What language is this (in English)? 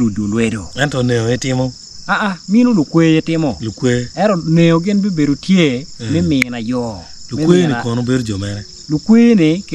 Acoli